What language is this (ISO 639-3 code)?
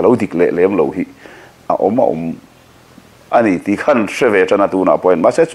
lus